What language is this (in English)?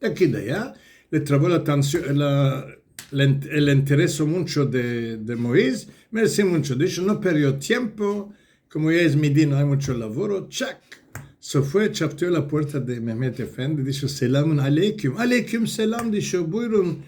Ladino